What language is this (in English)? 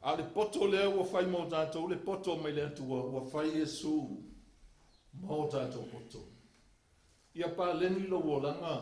Samoan